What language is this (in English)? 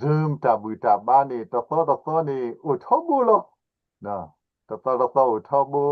S'gaw Karen